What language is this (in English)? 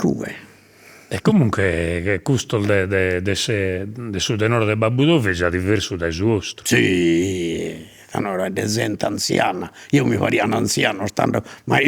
Sardinian